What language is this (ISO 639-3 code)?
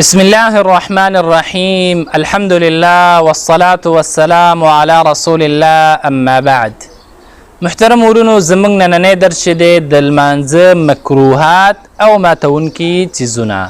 pus